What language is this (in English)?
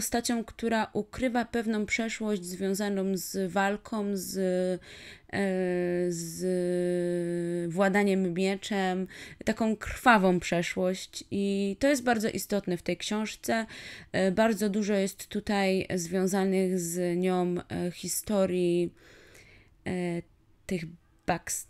Polish